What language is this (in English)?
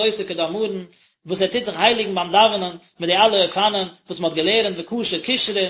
Yiddish